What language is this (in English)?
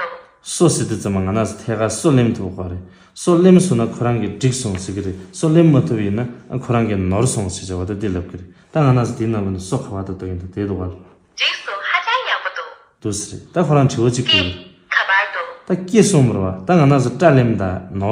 Tibetan